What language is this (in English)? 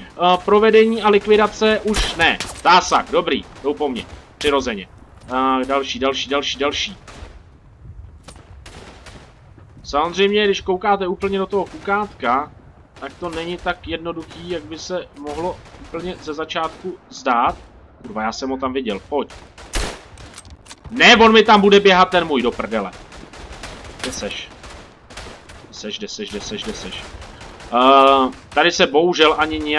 Czech